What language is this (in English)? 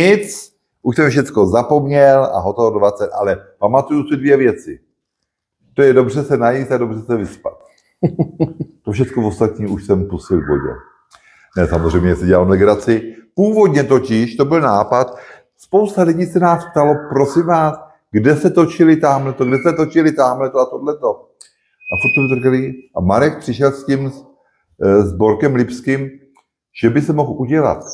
Czech